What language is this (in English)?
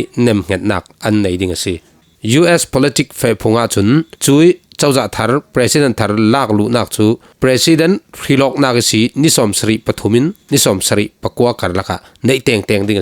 Falam Chin